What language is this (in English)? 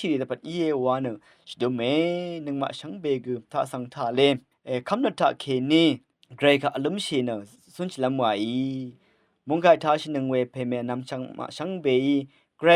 Rawang